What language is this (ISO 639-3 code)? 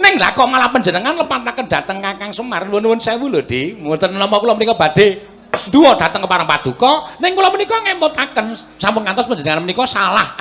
jav